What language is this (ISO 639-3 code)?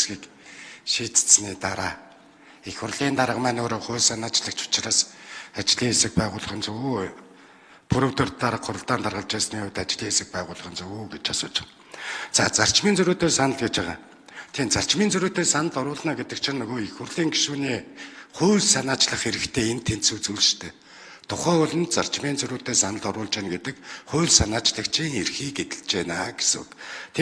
mon